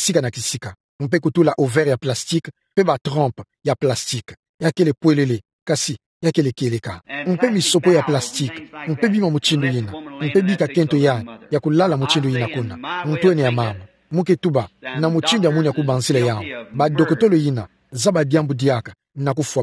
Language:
Kituba (Democratic Republic of Congo)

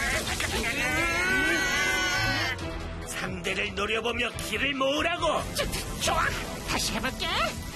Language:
Korean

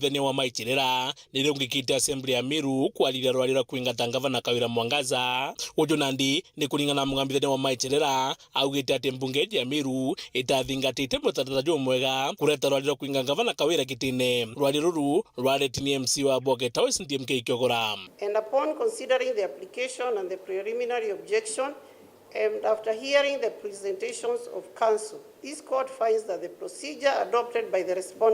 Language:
Meru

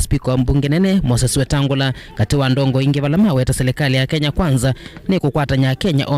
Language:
Kamba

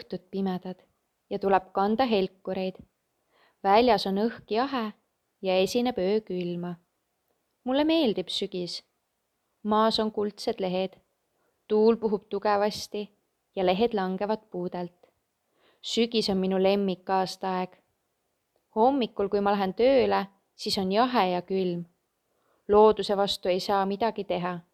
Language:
Estonian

